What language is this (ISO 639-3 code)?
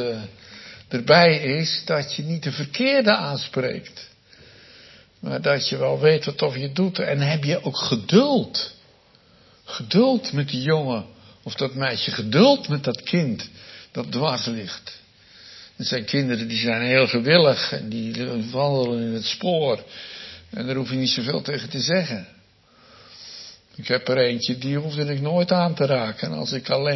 nld